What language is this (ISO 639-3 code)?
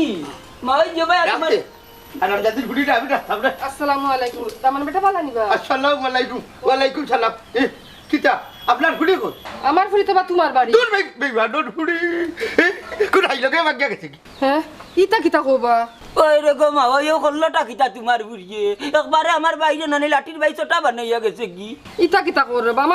syl